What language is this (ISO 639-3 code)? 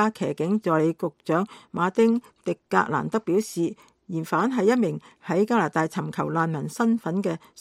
yue